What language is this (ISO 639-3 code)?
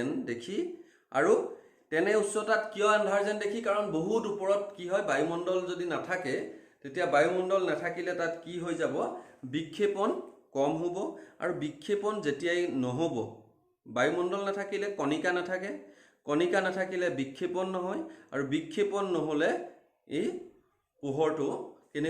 asm